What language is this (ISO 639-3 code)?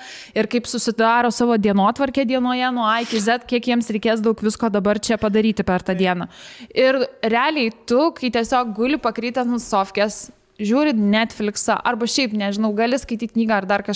lit